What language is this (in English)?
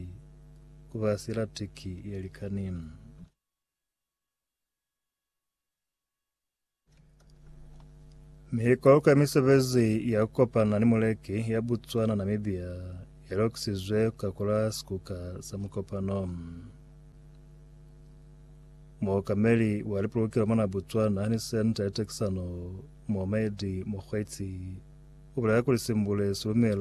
Lozi